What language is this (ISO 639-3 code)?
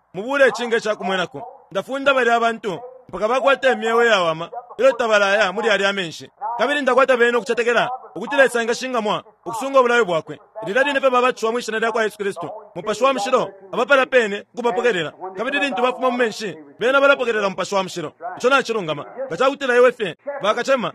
bem